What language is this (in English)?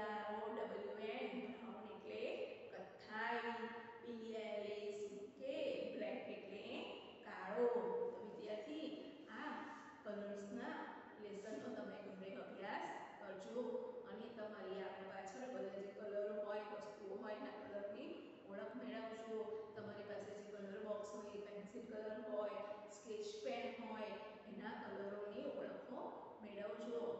Gujarati